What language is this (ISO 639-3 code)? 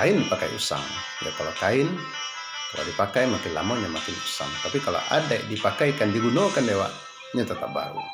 min